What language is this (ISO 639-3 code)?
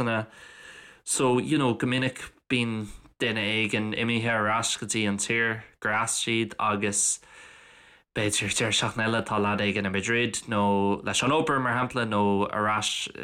gle